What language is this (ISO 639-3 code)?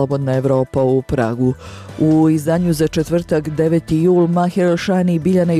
bos